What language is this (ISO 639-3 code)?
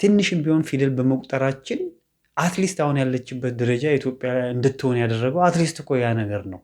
amh